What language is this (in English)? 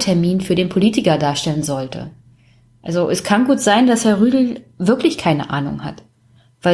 German